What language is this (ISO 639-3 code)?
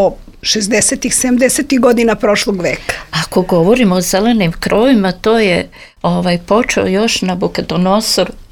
srp